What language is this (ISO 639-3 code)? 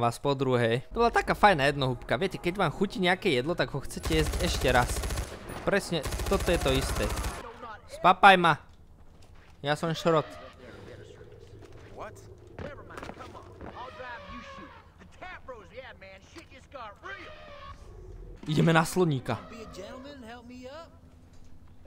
slk